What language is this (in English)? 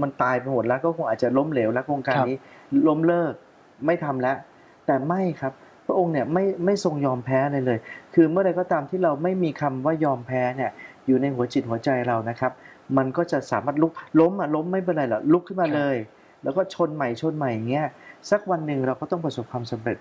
Thai